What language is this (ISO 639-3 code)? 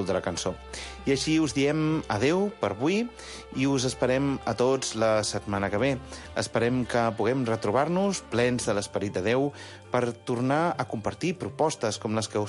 cat